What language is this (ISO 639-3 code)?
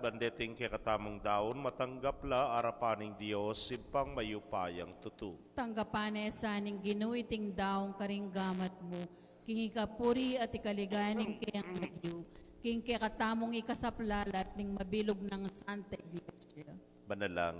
pam